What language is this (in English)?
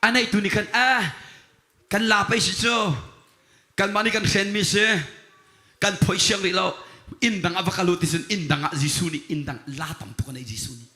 Hakha Chin